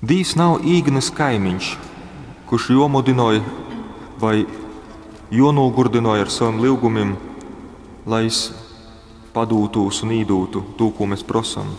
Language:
Latgalian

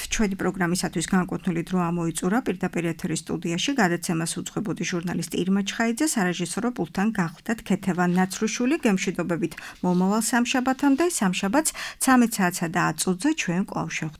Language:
Georgian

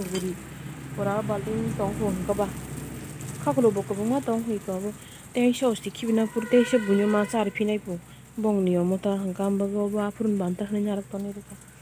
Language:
Kok Borok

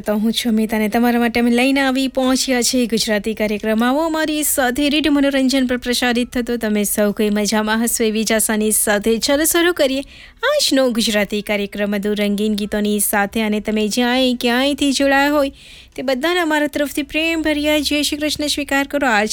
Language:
Gujarati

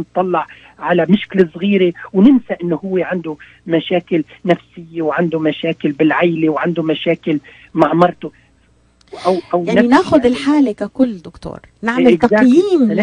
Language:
North Levantine Arabic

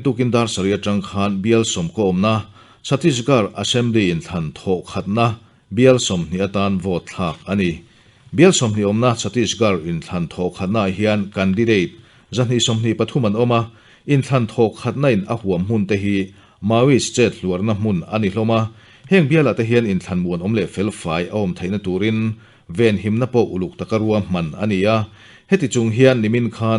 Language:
Mizo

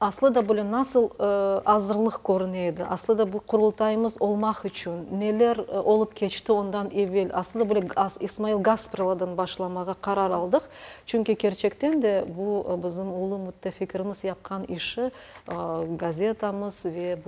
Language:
Crimean Tatar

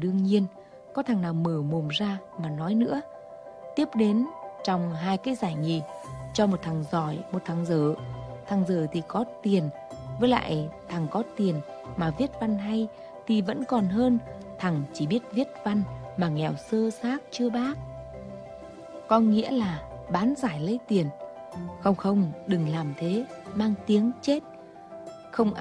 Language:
Vietnamese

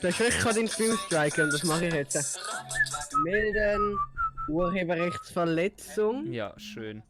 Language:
Swiss German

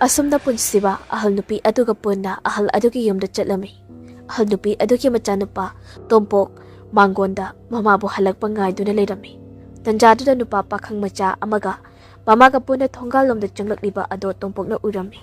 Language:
Manipuri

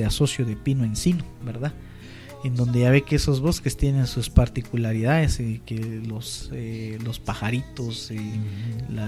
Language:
Spanish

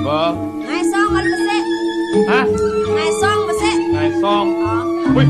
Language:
Balinese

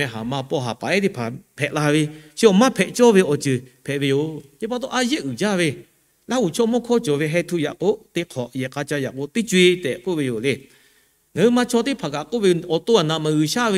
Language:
Lahu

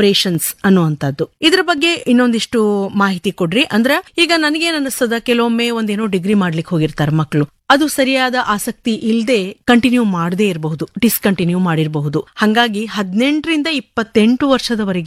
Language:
Kannada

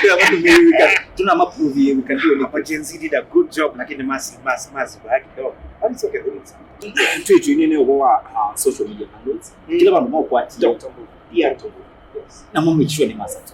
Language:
Kamba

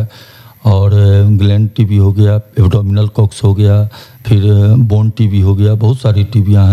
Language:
Hindi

